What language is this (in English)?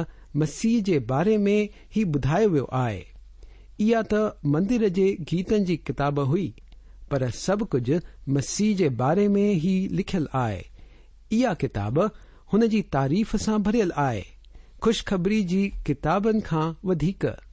Sindhi